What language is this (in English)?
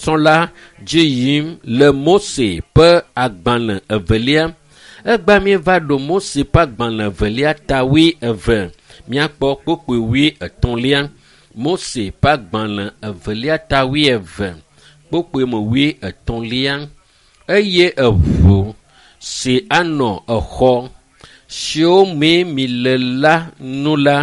Ewe